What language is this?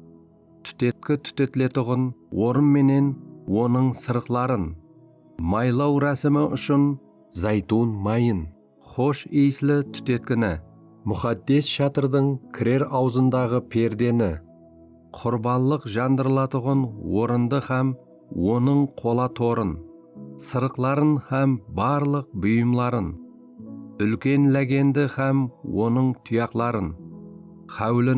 Kara-Kalpak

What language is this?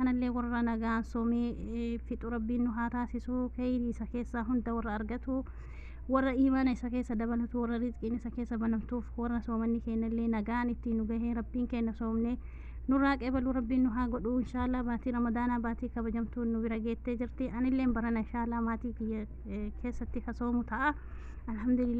Oromo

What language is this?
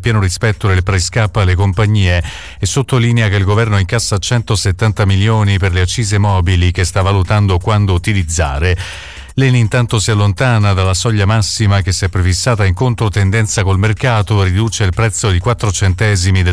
Italian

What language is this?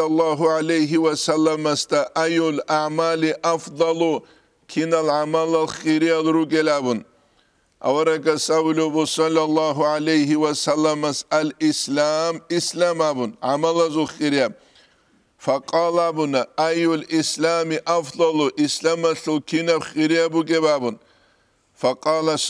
Avaric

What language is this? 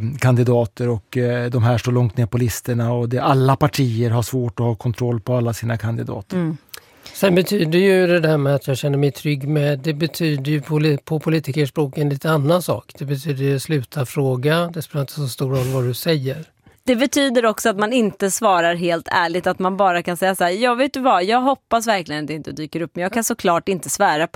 Swedish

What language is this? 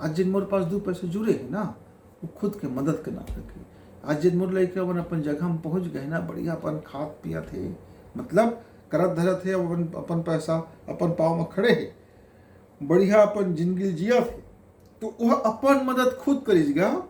Chhattisgarhi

